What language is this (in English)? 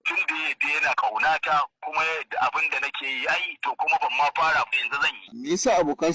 Hausa